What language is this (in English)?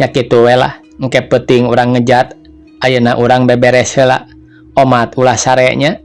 Sundanese